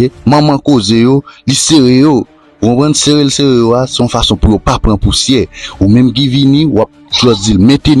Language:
Haitian Creole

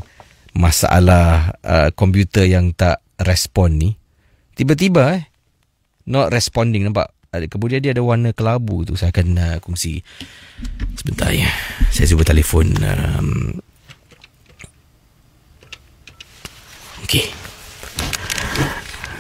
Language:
Malay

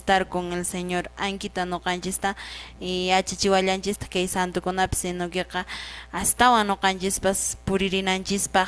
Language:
Quechua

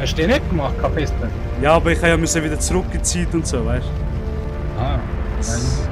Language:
Swiss German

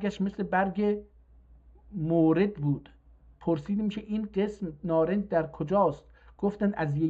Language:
South Azerbaijani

